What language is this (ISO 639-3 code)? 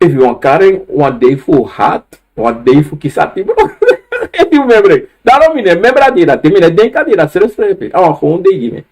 srn